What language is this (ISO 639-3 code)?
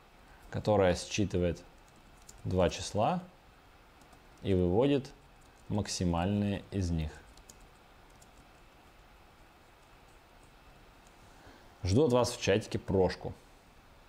rus